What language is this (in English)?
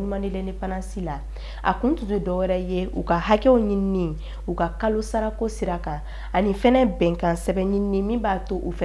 Bambara